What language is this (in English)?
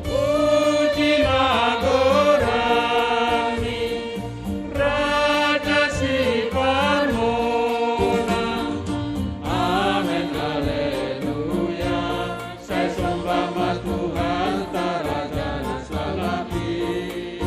Batak Simalungun